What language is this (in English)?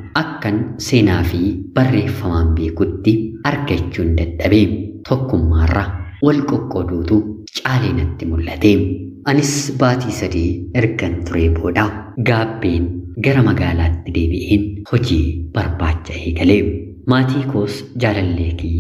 Oromo